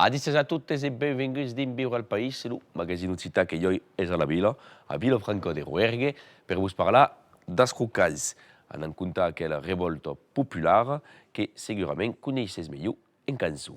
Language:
Occitan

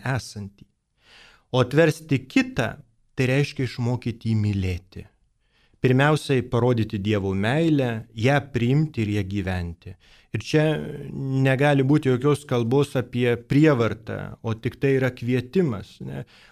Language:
Lithuanian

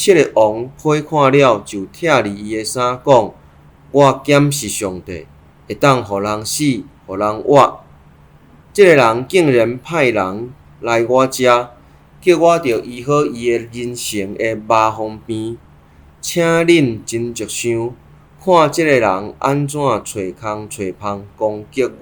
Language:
Min Nan Chinese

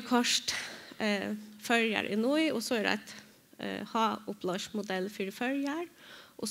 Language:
Faroese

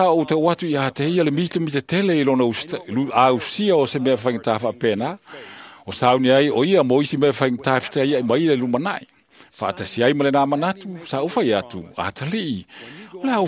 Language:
Samoan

